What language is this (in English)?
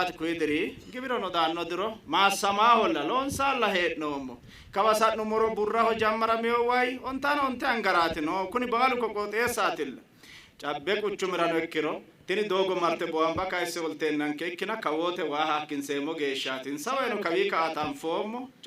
Sidamo